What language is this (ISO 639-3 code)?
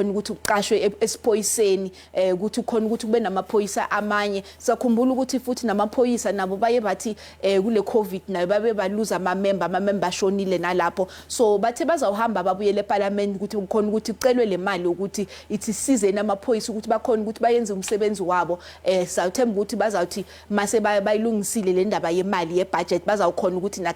zul